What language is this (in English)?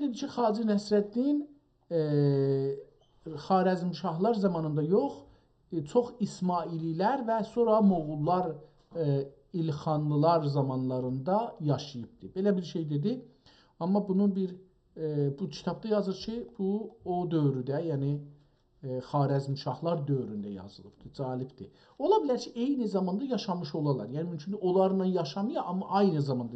South Azerbaijani